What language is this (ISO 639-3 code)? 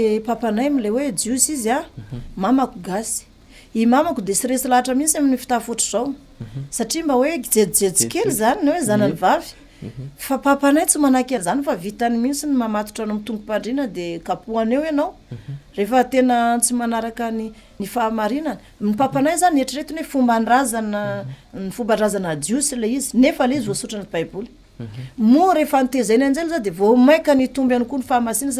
mlg